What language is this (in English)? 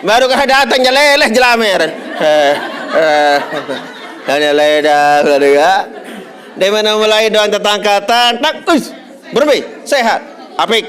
Sasak